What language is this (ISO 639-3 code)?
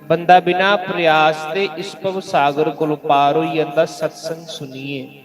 doi